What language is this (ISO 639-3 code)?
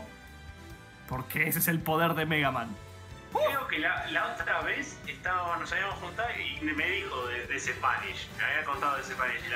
spa